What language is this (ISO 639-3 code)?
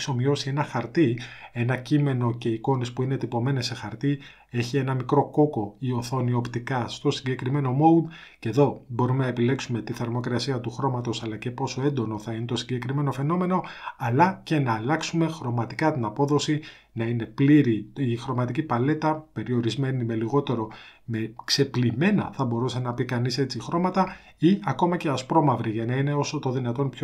ell